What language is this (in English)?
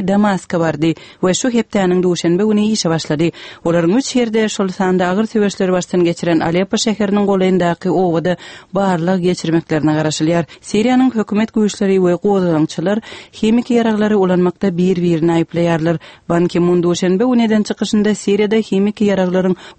Turkmen